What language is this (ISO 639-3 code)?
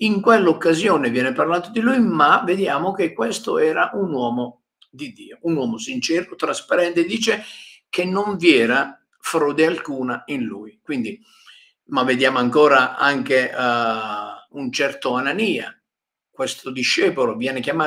ita